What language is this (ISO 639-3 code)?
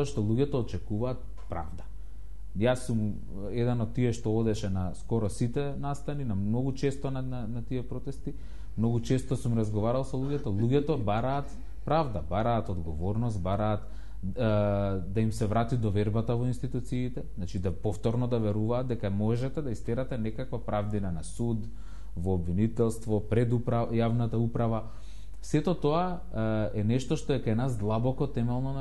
mkd